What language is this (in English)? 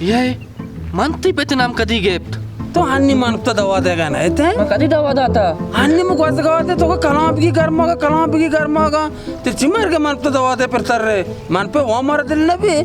Baluchi